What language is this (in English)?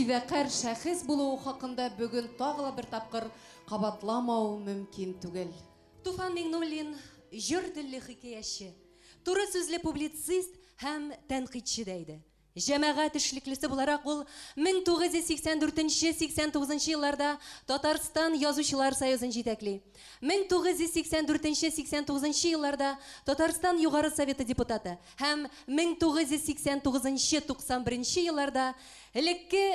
Bashkir